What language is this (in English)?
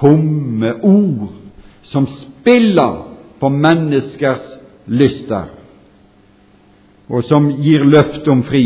Norwegian